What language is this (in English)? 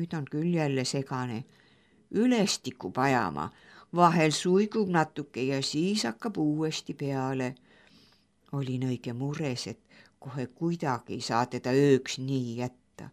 Estonian